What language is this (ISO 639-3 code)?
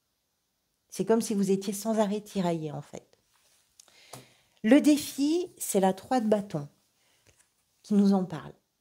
fra